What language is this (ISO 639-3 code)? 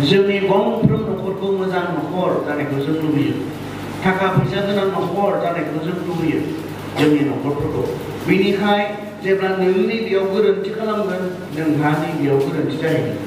brx